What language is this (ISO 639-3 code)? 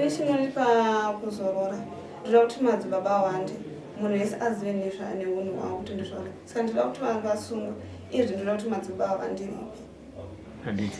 sna